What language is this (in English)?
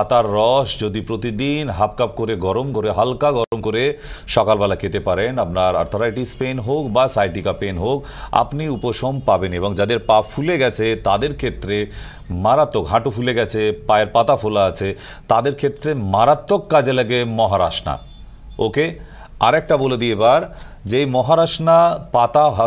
Bangla